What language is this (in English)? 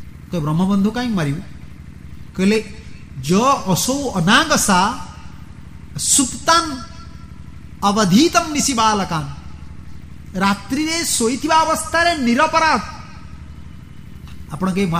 Odia